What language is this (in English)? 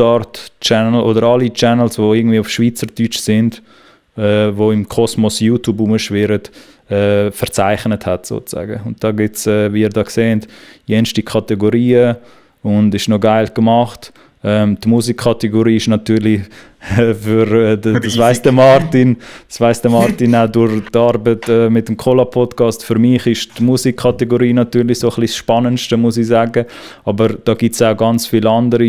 Swiss German